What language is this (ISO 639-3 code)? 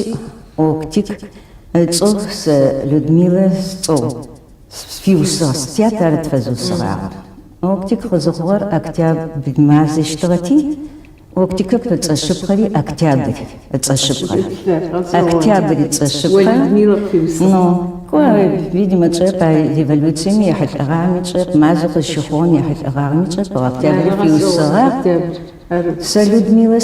ady